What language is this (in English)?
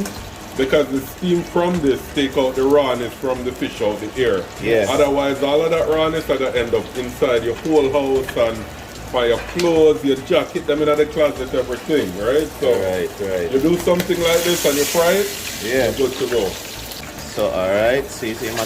Jamaican Creole English